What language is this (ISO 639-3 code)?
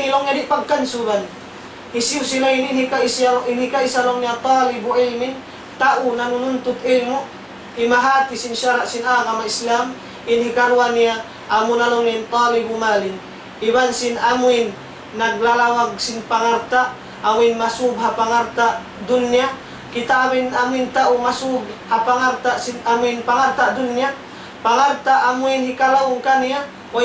tsg